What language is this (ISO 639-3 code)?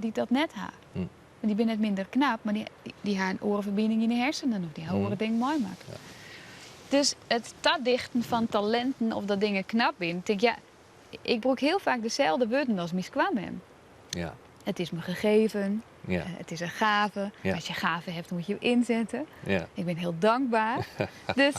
fry